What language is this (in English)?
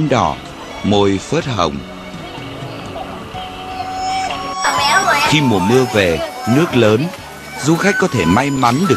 Vietnamese